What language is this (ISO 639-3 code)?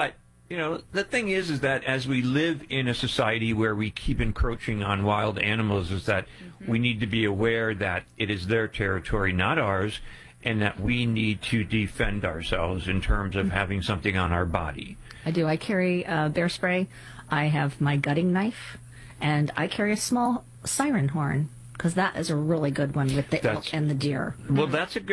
eng